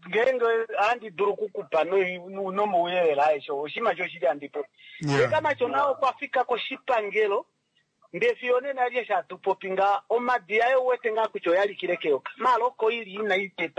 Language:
Kuanyama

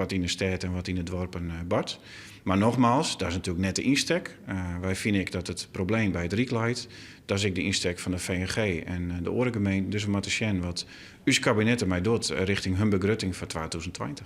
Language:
Western Frisian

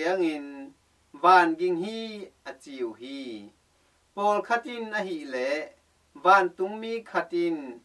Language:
Tedim Chin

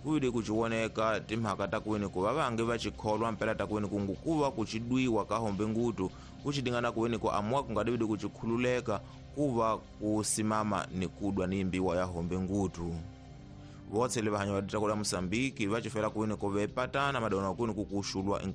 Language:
Tsonga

